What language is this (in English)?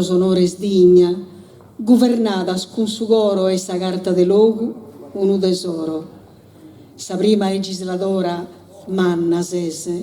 Sardinian